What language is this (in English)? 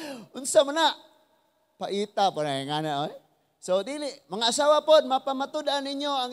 Cebuano